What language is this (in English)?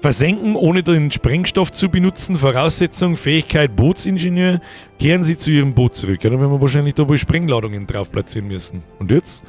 Bavarian